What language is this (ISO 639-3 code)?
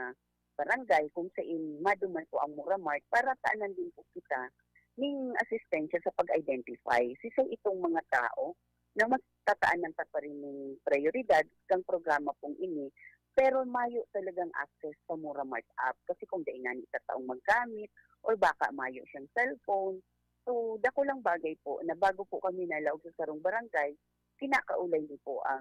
bik